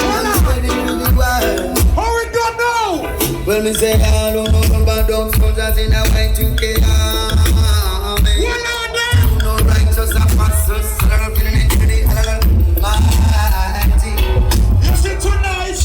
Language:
Jamaican Creole English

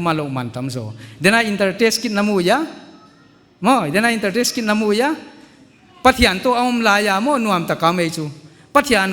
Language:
Paite Chin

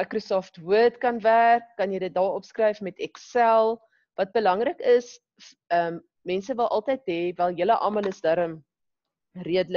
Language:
Afrikaans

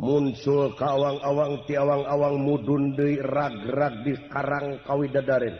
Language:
Sundanese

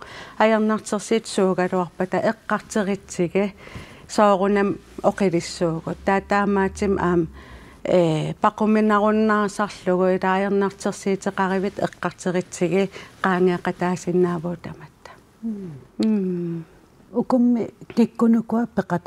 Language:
Kalaallisut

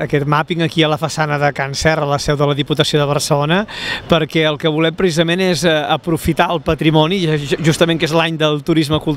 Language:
Catalan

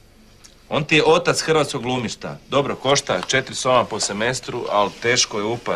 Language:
Croatian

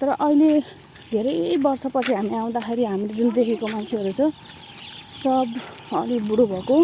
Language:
Nepali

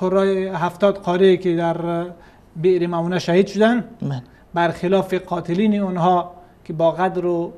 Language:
Persian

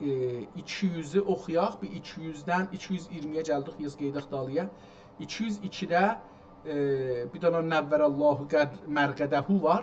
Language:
South Azerbaijani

